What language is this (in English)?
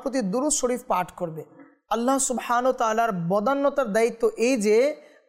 Bangla